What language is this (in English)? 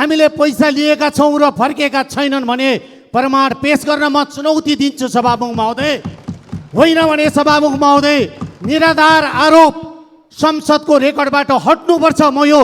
Nepali